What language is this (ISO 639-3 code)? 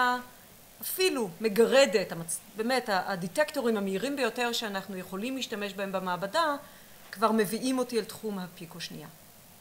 heb